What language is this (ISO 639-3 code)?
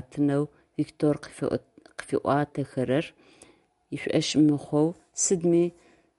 ady